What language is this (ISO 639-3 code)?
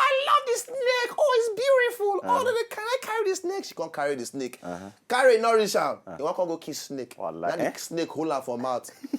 pcm